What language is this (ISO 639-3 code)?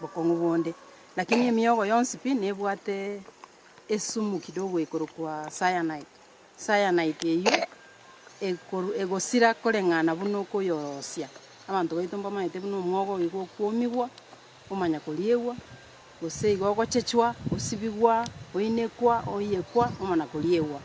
guz